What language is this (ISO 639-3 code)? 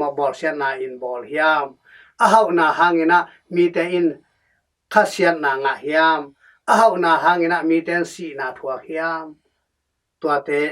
ctd